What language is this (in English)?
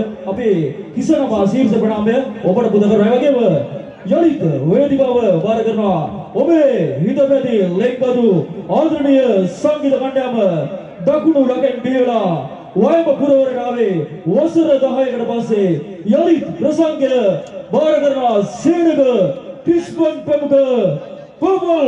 Sinhala